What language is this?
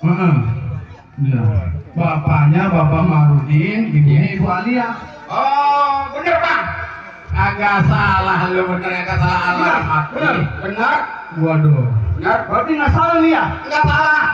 Betawi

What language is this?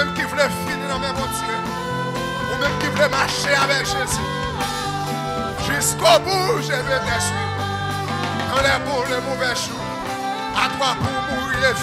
French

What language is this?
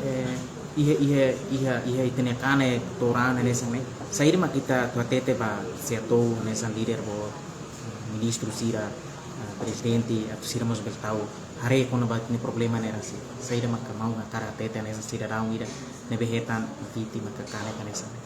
Tetum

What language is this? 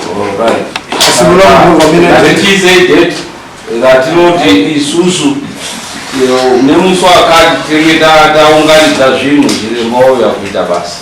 Shona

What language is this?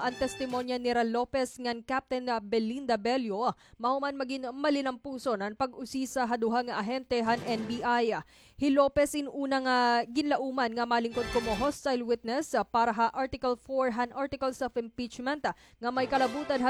Waray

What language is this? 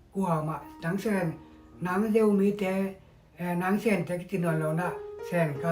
Tedim Chin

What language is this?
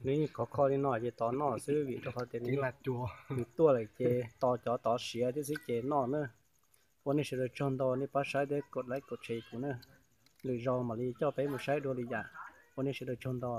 Hmong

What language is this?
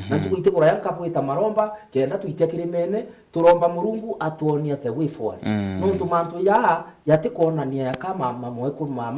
Meru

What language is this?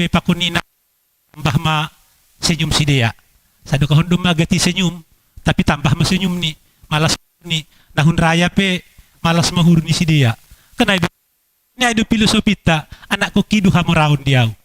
Batak Simalungun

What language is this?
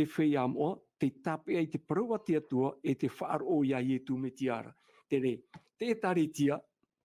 Tahitian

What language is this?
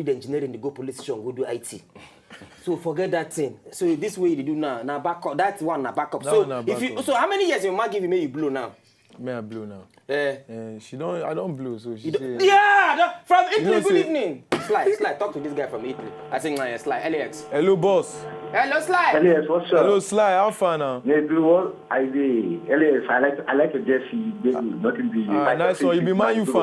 Nigerian Pidgin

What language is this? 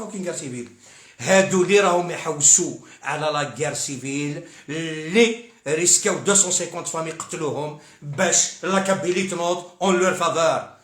Algerian Arabic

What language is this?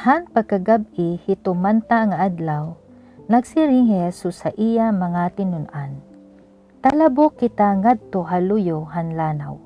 Waray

